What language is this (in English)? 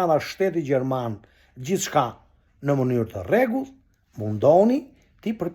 Albanian